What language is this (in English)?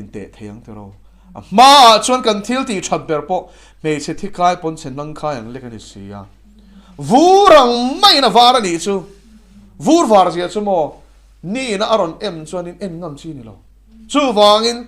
Mizo